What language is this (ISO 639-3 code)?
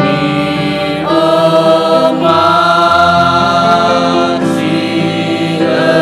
nia